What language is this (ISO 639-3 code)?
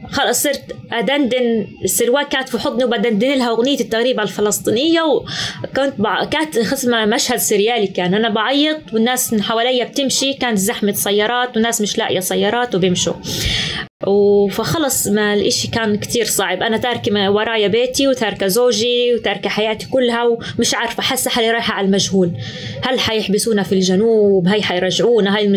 apc